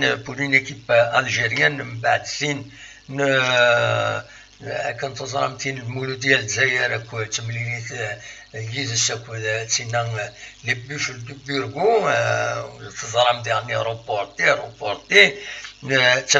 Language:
Kabyle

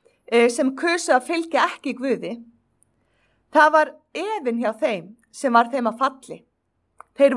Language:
Icelandic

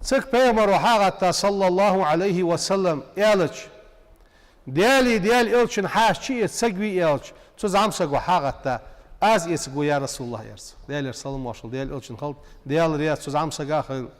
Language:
Ingush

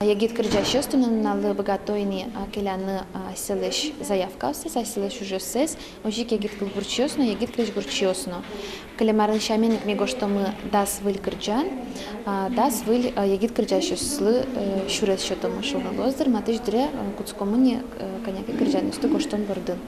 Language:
Udmurt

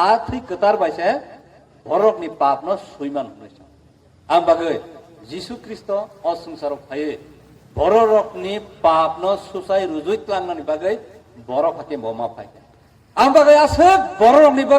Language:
Kok Borok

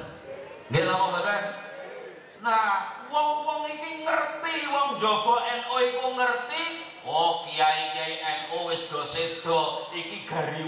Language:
Javanese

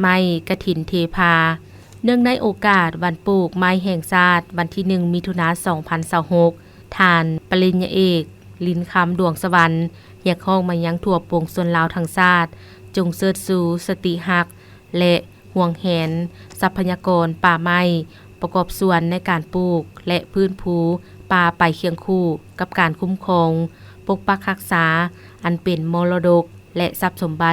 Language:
Lao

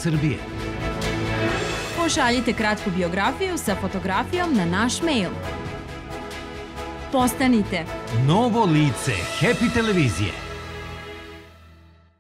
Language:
Serbian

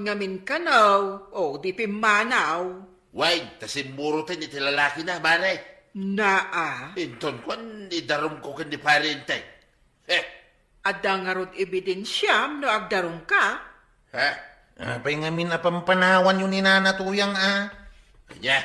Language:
Iloko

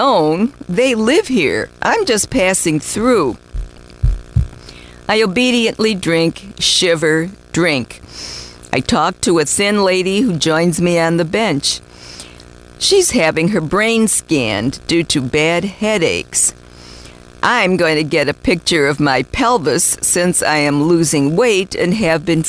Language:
English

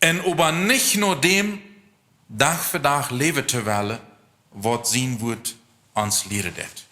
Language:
Plautdietsch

